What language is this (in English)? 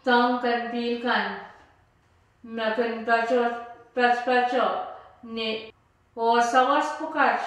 Pohnpeian